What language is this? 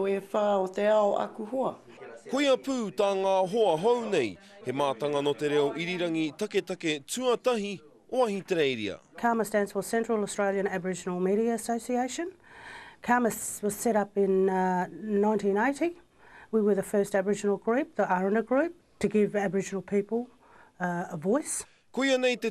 Māori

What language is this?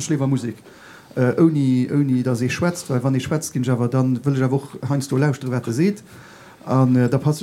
Luxembourgish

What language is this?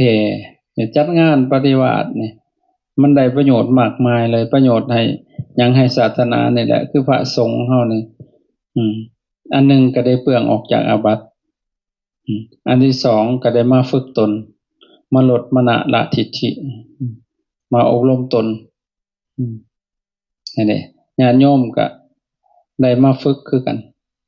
Lao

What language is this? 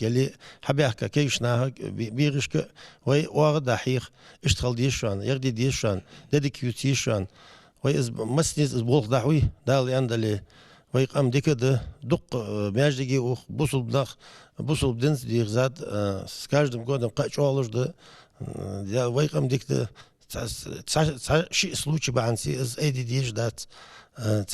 Ingush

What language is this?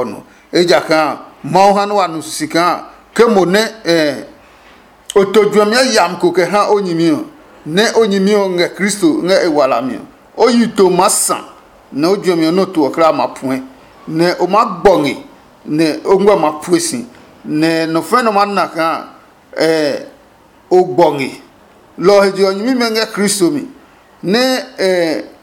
Adangme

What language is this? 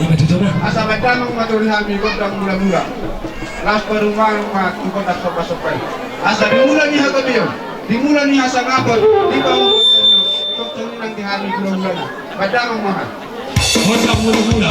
Batak Toba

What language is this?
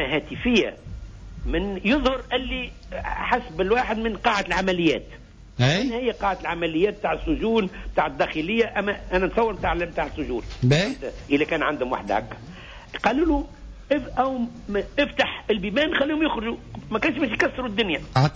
Tunisian Arabic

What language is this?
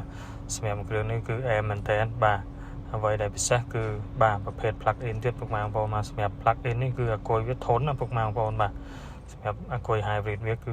Khmer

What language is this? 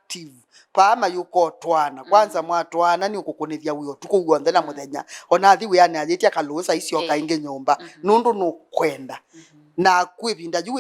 Kamba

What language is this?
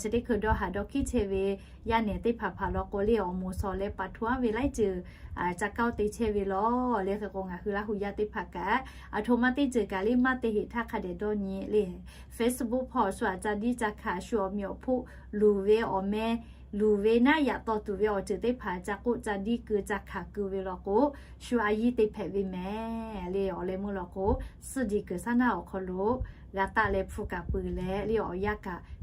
Lahu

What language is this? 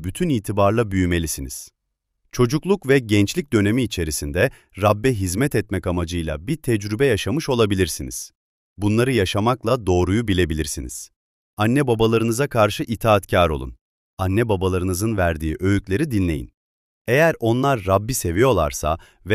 Turkish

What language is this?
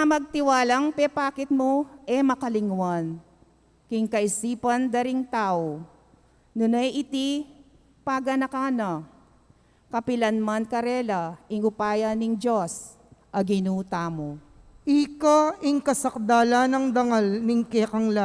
Pampanga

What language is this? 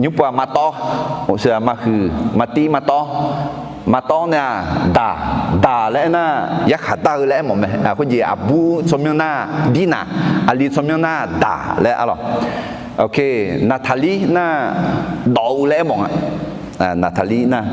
Akha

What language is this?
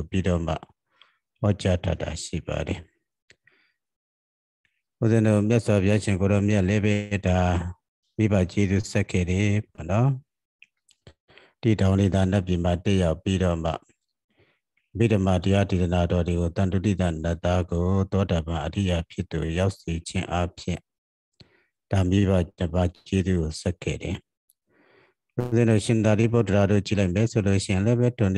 Burmese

